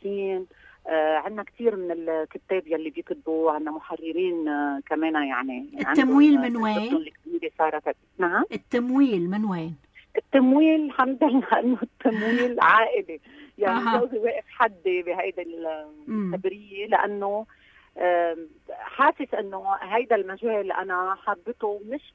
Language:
North Levantine Arabic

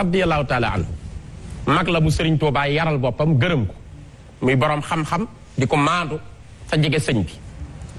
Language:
Wolof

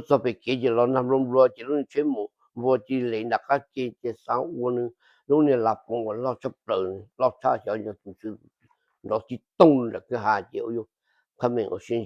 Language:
Hmong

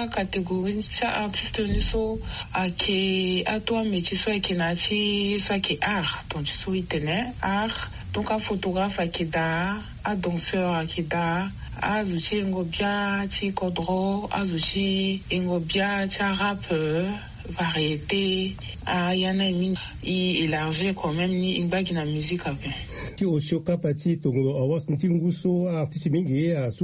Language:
Sango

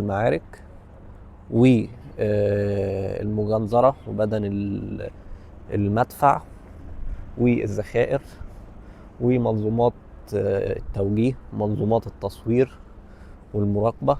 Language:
Egyptian Arabic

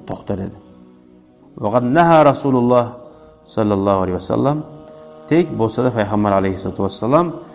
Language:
Kumyk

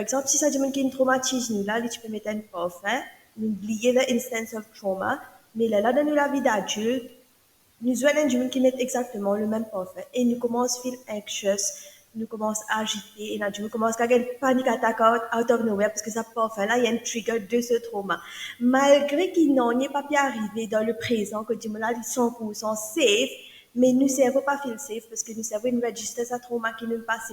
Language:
Morisyen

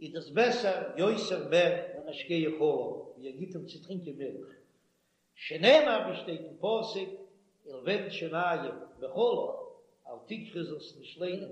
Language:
Yiddish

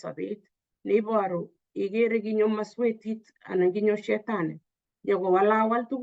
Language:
Kalenjin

